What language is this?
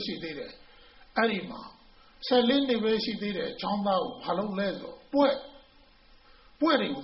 Burmese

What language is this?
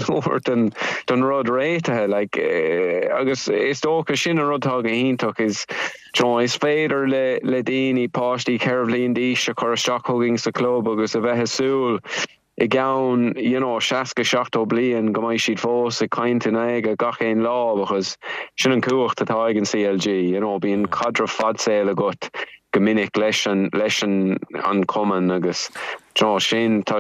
Irish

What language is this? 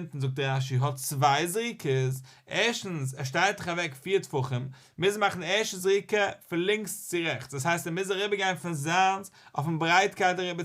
Yiddish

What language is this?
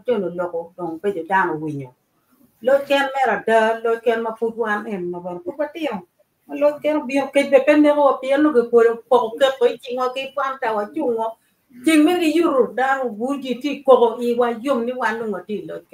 Acoli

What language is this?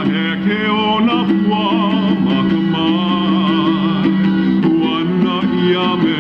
Hawaiian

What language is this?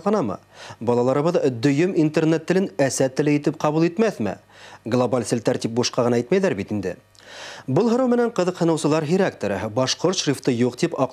Bashkir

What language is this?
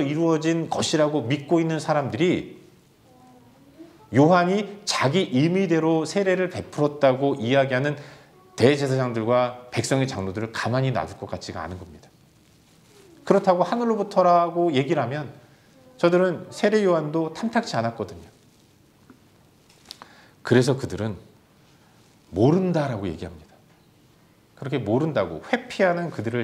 Korean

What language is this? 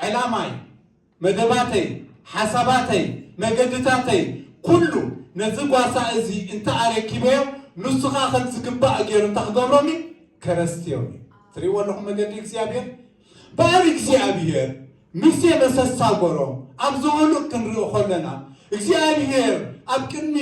Tigrinya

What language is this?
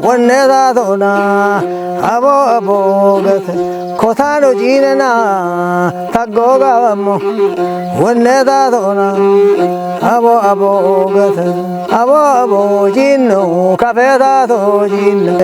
Kafa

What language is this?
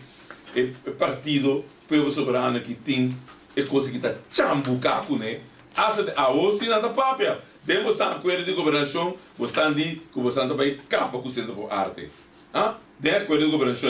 Papiamento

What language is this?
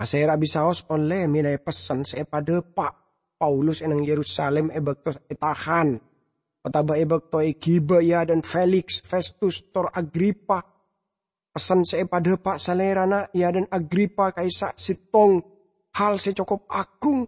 Madurese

